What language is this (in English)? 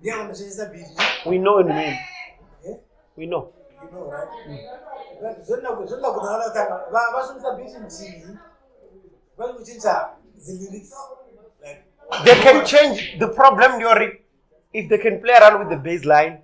Venda